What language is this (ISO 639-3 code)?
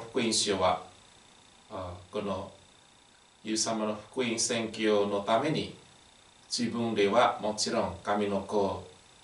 jpn